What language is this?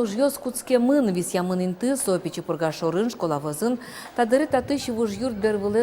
Udmurt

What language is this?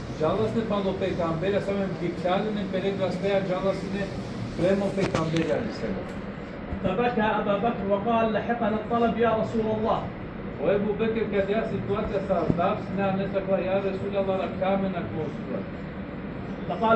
Balkan Romani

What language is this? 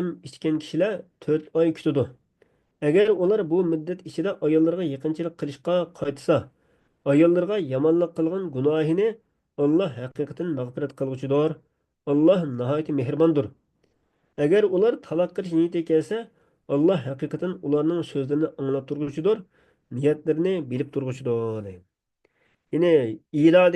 Uyghur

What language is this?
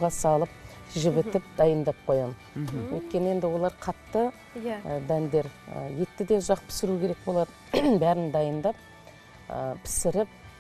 Kazakh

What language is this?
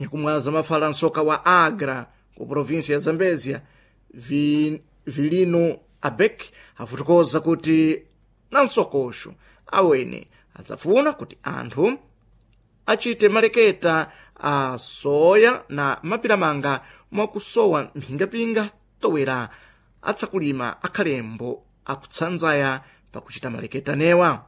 Sena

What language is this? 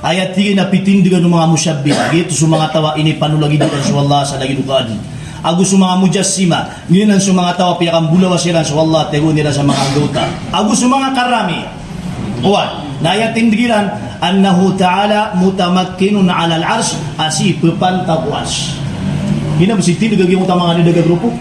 Maranao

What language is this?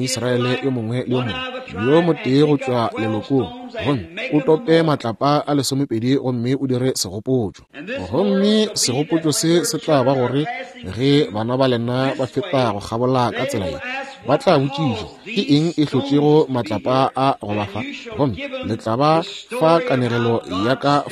Northern Sotho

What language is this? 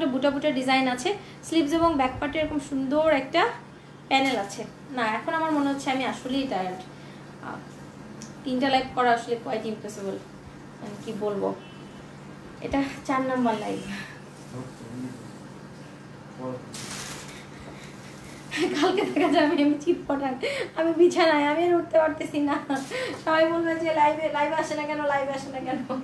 Bangla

